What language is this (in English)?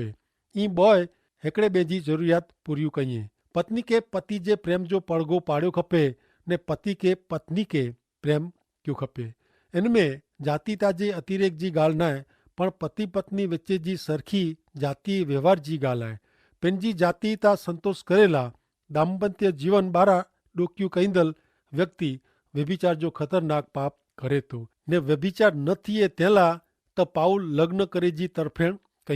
Kachhi